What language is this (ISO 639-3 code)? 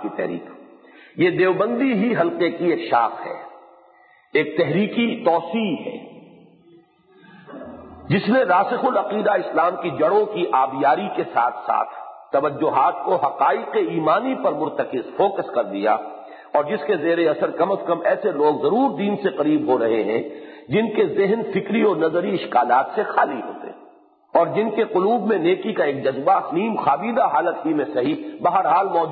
urd